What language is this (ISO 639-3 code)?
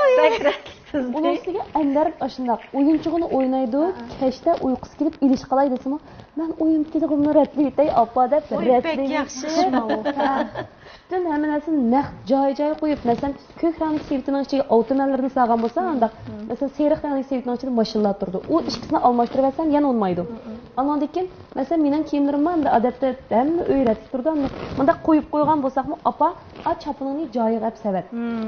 uig